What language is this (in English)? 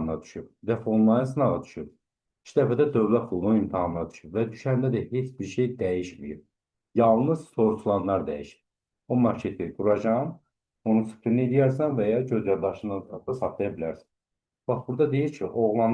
Azerbaijani